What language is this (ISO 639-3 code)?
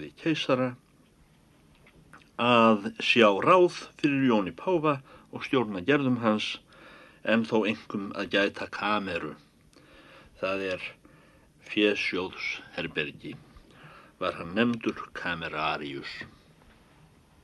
isl